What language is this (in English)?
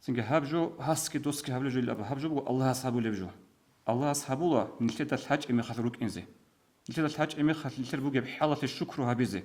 Avaric